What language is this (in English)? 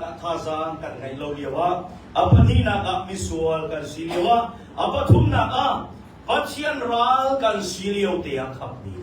Hakha Chin